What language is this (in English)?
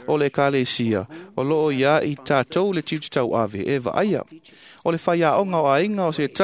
Samoan